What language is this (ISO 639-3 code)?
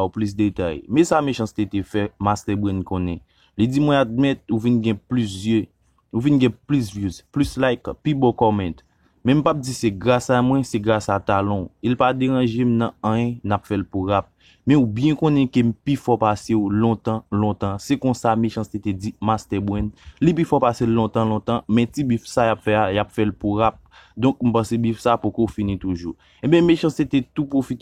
hat